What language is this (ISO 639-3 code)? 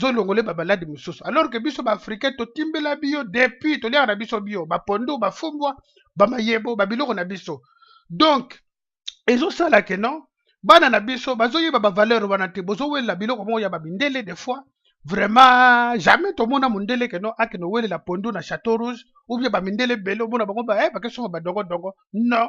lin